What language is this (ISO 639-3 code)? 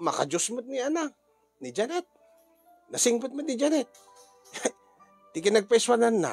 ilo